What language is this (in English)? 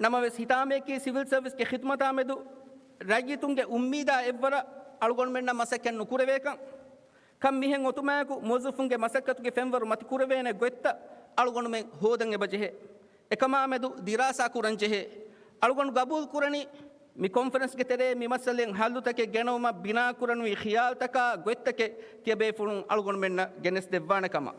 Divehi